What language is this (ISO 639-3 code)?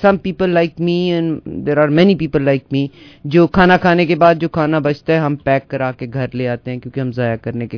urd